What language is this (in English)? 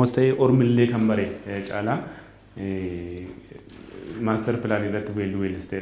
Oromo